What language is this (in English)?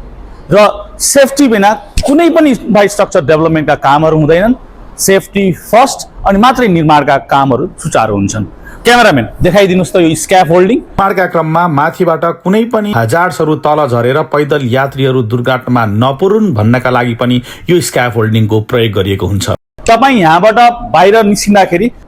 Nepali